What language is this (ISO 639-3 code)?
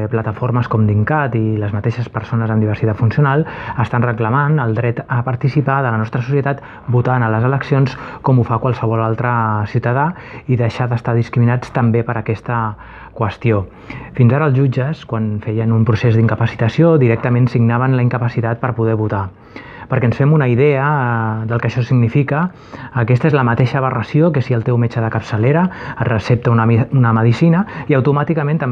cat